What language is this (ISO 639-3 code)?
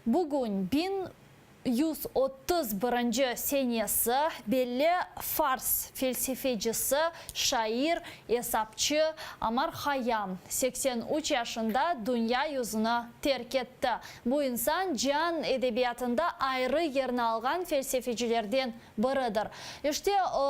crh